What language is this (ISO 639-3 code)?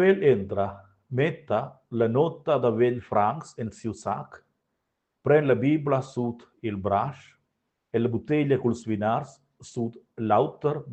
roh